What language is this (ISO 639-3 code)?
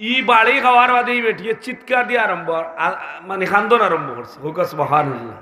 syl